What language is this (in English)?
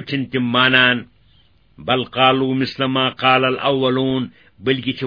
Kashmiri